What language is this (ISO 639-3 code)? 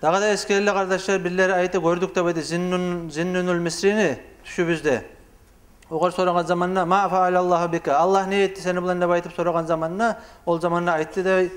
kum